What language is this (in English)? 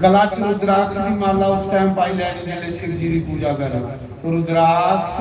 Dogri